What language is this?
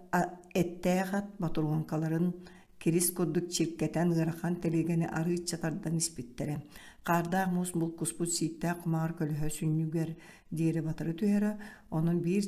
Yakut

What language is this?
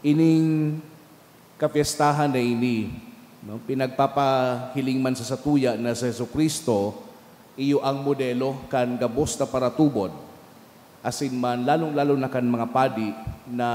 Bikol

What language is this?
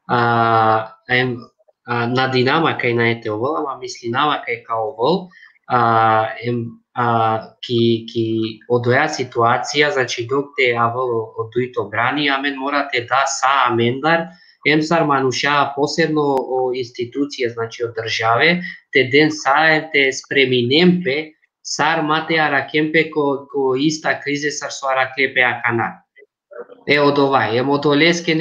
Balkan Romani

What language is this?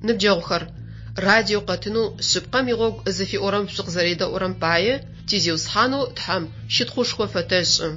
Adyghe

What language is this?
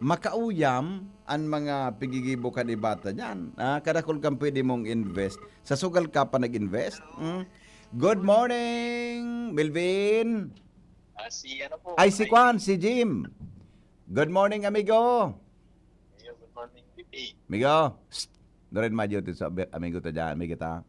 Bikol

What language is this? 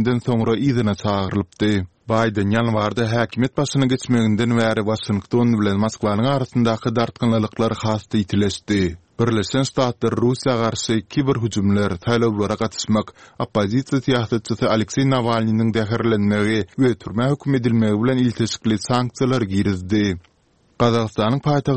Turkmen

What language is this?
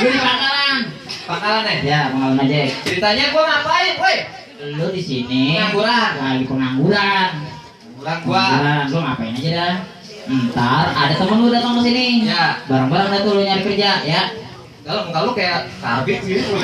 Betawi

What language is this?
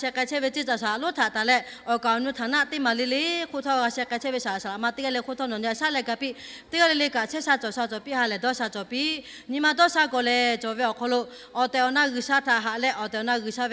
Lahu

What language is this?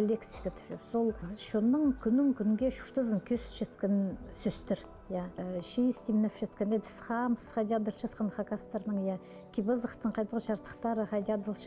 Khakas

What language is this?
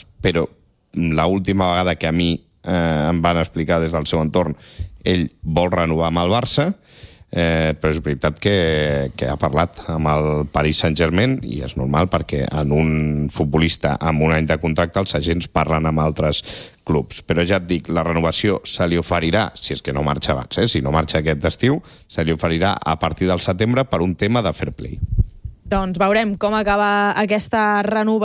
Catalan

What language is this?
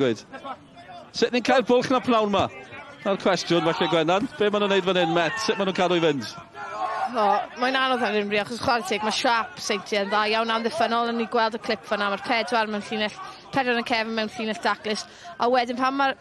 Welsh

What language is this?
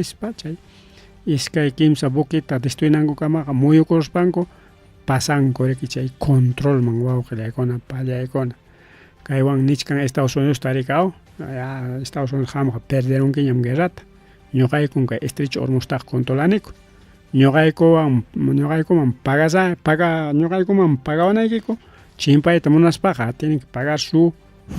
Ayacucho Quechua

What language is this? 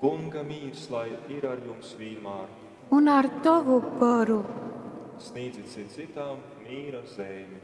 Latgalian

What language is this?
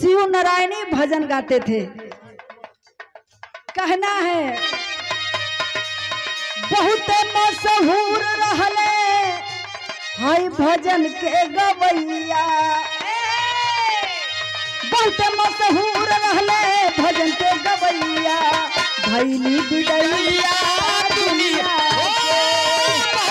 Bhojpuri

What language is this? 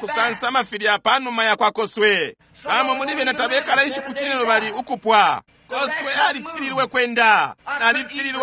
Bemba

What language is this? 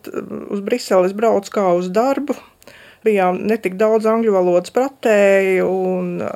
Latvian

